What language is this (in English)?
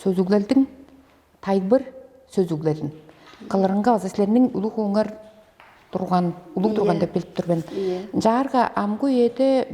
Tuvinian